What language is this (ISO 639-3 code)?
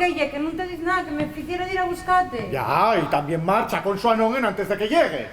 ast